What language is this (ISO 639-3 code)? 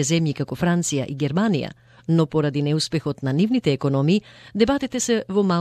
mkd